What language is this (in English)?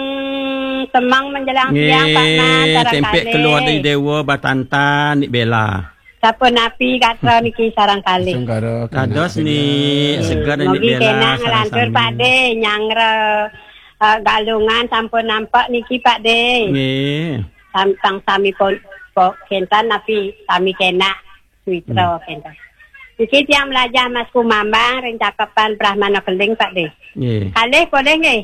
Balinese